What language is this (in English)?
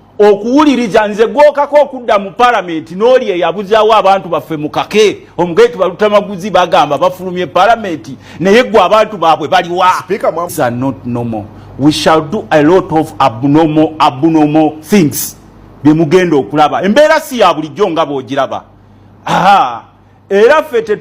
Ganda